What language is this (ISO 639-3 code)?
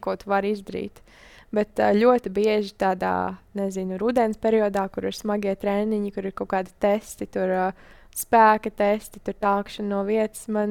lav